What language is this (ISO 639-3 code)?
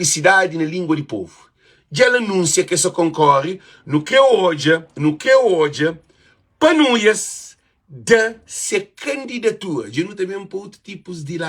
kea